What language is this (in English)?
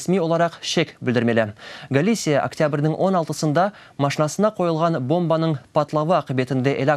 Crimean Tatar